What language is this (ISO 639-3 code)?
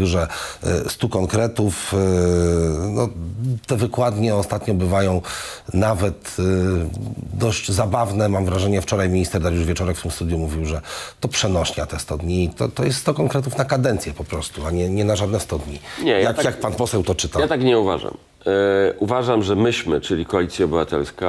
pol